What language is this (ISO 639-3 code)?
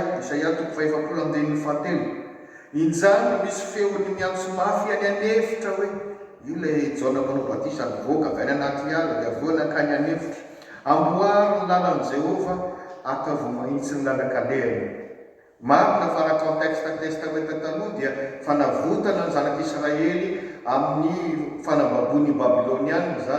mlg